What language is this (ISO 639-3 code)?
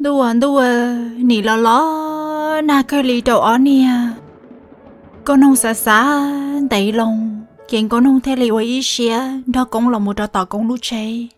hmn